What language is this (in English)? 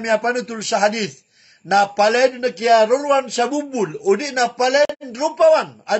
Maranao